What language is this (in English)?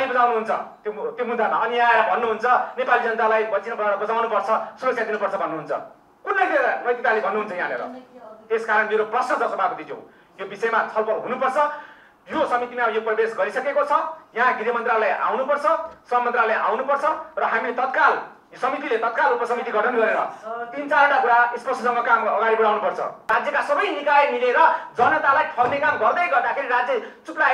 Nepali